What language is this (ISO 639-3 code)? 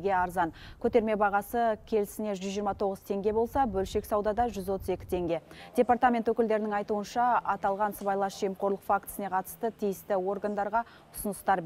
kaz